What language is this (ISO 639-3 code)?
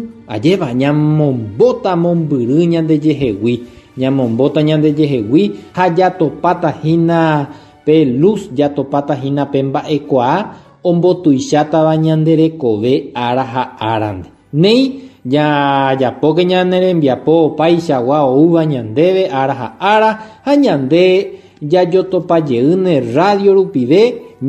grn